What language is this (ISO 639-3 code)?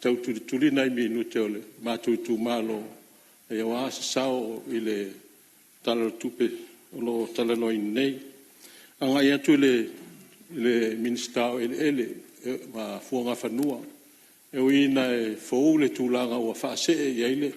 smo